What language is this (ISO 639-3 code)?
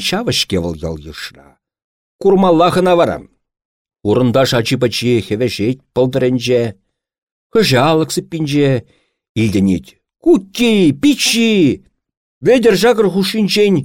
chv